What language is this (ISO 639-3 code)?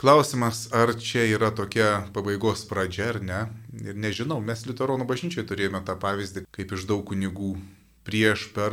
lit